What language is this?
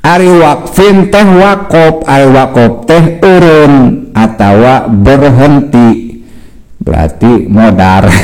Sundanese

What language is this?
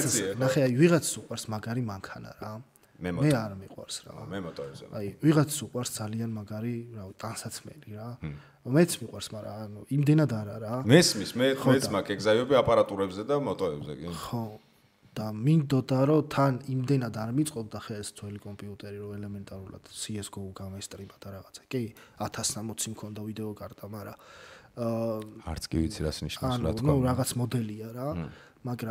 Georgian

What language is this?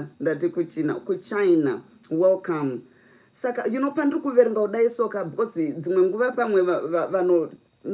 Shona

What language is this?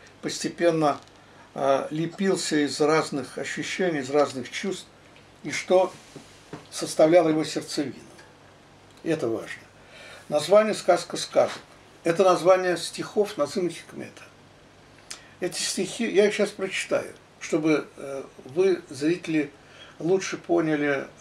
Russian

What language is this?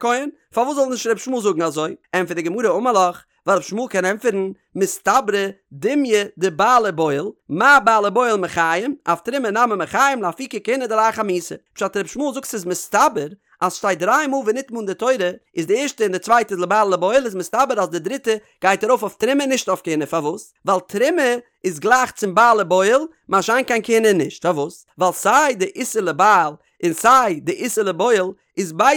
Yiddish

